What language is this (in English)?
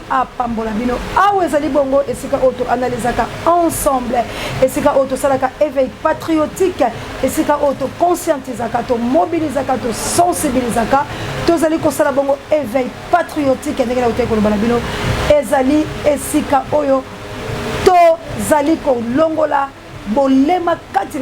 Lingala